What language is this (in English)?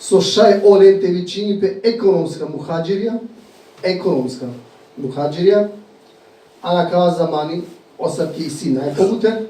Balkan Romani